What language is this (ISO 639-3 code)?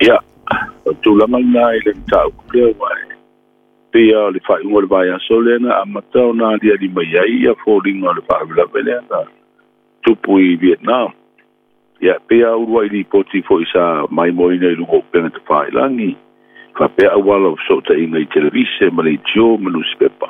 smo